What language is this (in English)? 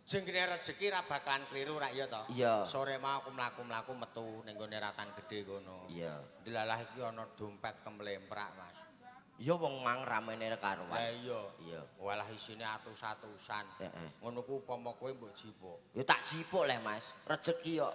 Javanese